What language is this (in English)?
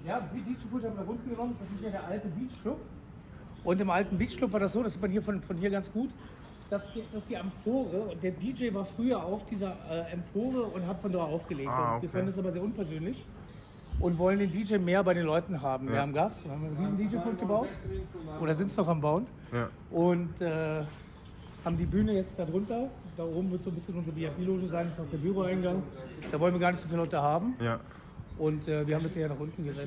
Swiss German